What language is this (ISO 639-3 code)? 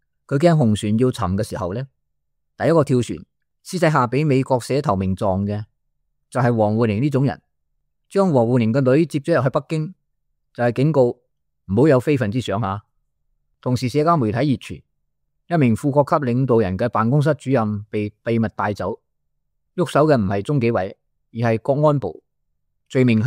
yue